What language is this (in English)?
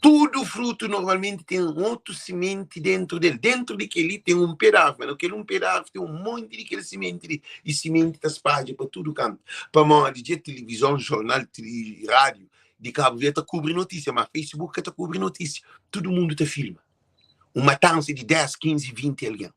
Kabuverdianu